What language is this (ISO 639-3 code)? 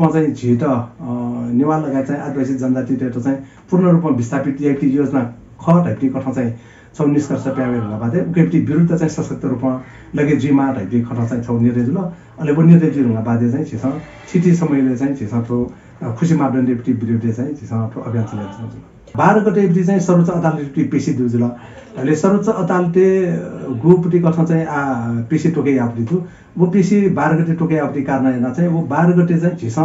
new